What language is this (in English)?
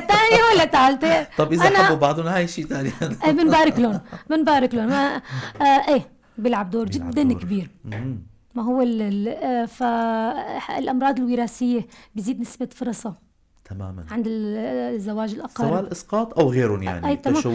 North Levantine Arabic